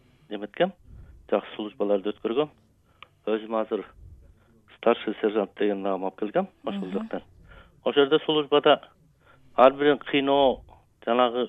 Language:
Kyrgyz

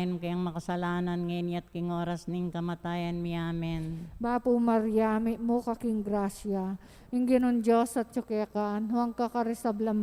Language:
Pampanga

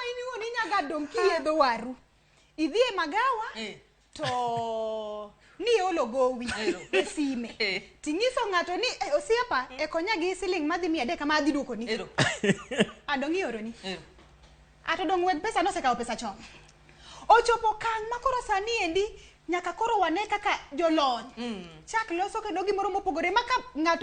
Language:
Luo (Kenya and Tanzania)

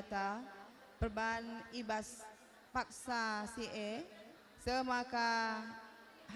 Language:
Batak Karo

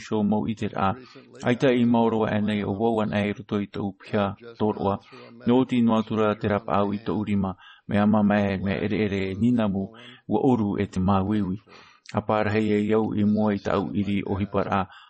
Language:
Tahitian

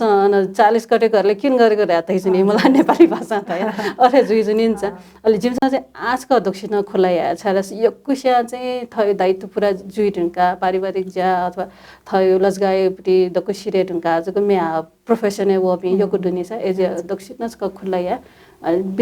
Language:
Newari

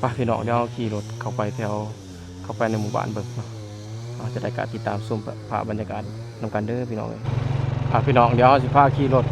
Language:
Lao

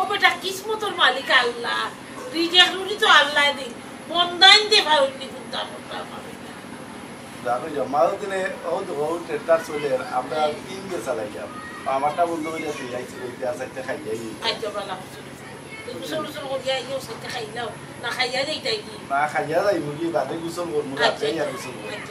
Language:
Sylheti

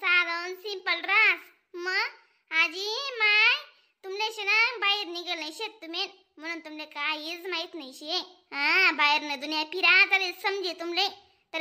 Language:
Khandesi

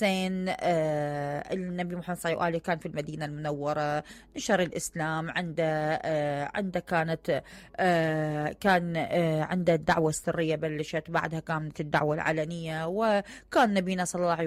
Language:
Mesopotamian Arabic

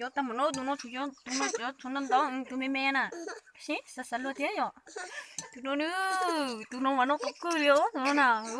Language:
Hmong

